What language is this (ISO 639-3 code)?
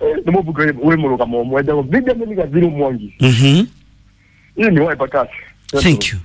kik